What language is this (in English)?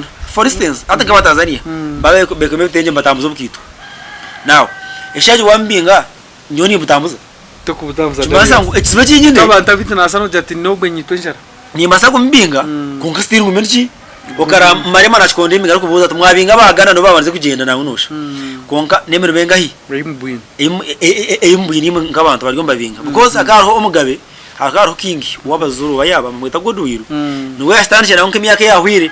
Nyankole